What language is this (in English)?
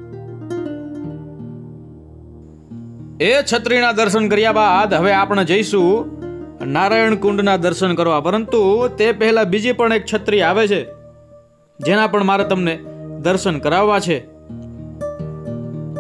Gujarati